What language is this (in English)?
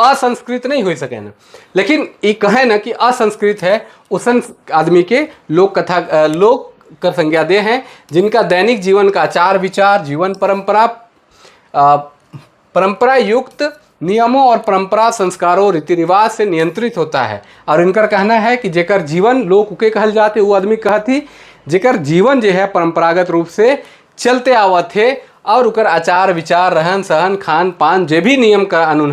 Sadri